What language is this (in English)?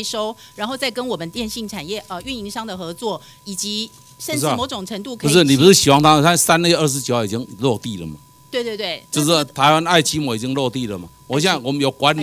Chinese